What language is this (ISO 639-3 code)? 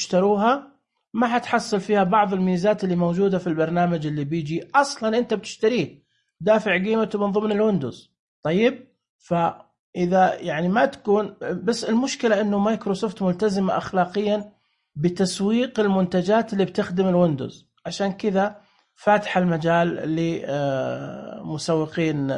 ars